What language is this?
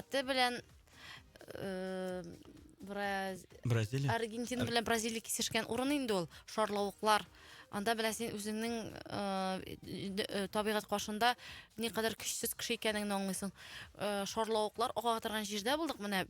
Tatar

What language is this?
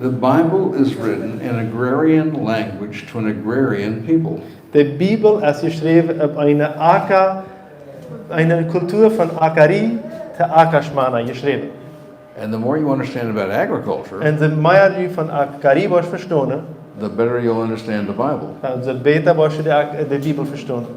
Plautdietsch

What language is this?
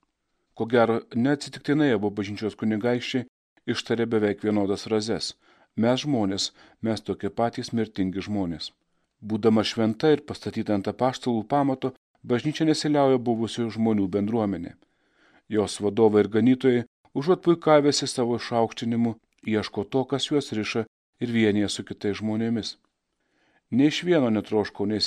Lithuanian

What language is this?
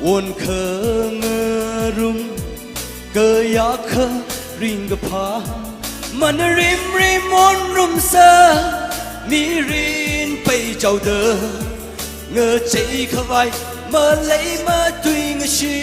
Tangkhul Naga (India)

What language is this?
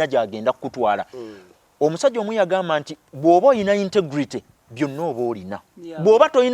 Ganda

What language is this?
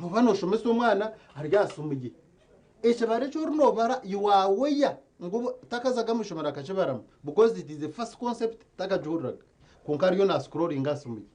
Nyankole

